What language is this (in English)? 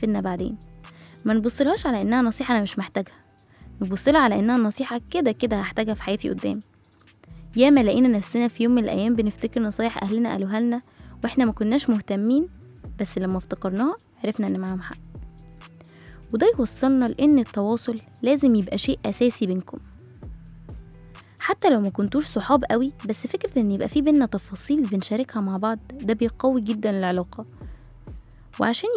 Egyptian Arabic